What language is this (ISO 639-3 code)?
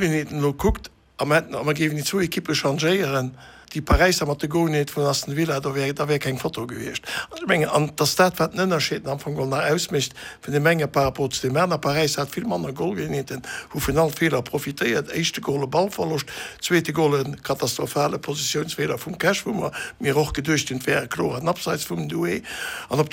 ltz